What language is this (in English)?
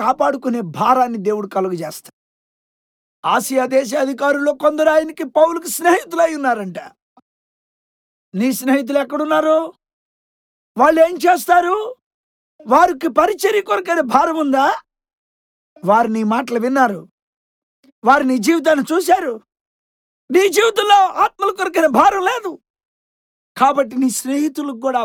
Telugu